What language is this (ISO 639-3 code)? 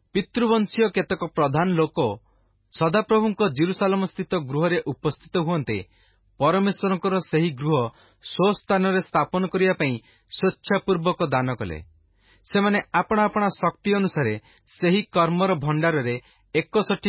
ori